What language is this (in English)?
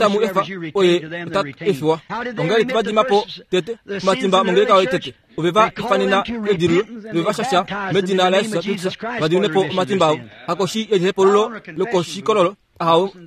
Kuanyama